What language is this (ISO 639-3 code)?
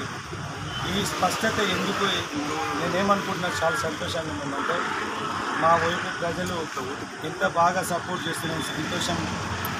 tel